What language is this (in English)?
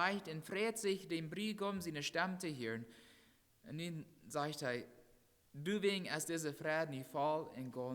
Plautdietsch